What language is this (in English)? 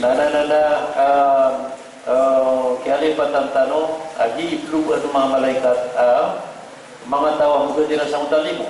Maranao